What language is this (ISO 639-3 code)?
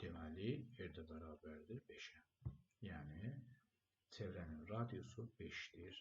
aze